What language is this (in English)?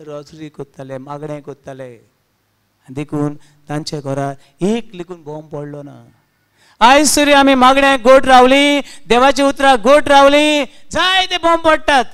Konkani